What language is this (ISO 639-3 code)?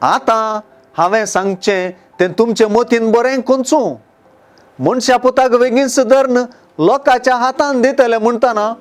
kok